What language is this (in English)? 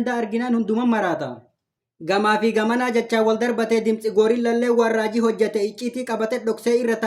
Oromo